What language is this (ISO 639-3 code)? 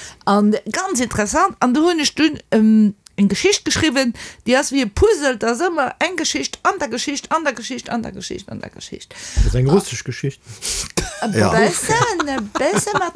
ltz